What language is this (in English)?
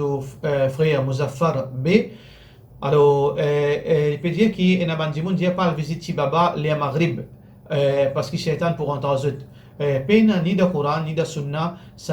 Morisyen